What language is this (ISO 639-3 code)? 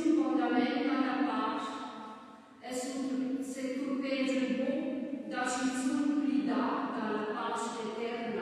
roh